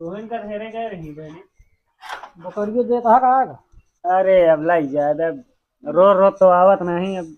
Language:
Awadhi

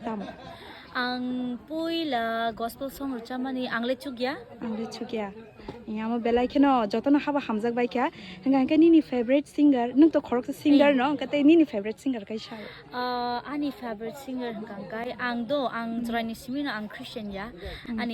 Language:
Kok Borok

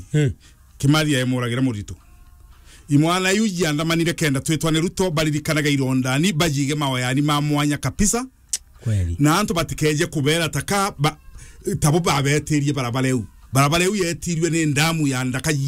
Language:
Meru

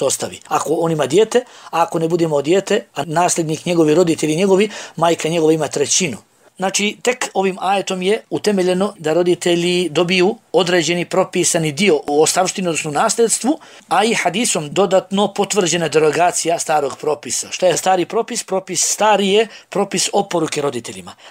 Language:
Bosnian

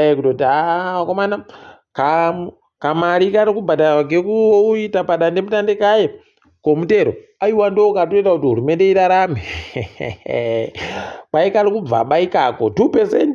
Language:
Ndau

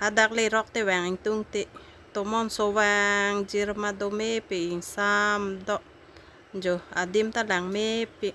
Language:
Karbi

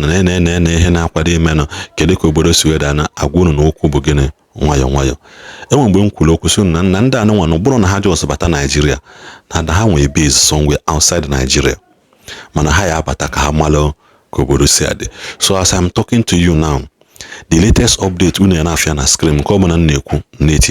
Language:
Igbo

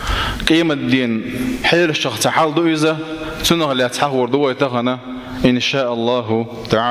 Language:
Chechen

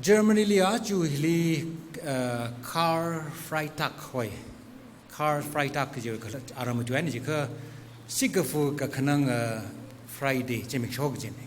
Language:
Tangkhul Naga (India)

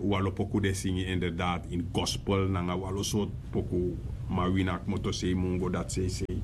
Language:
Sranan Tongo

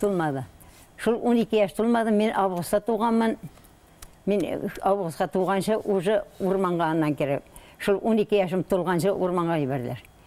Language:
Bashkir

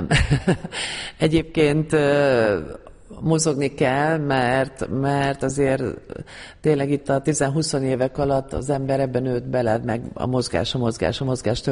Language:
Hungarian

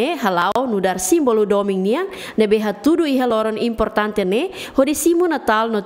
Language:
Tetum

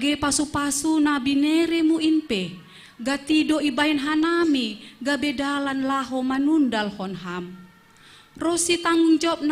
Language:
Batak Simalungun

